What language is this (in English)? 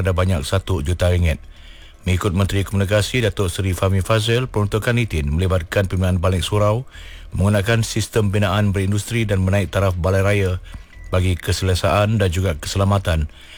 Malay